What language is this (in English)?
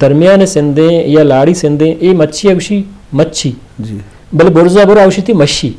Eastern Balochi